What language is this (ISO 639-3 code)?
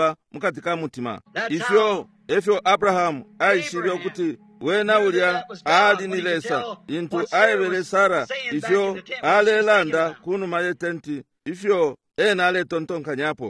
bem